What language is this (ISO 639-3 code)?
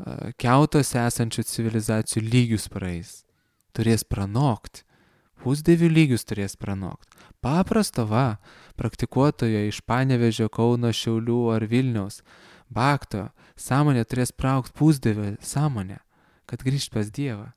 lit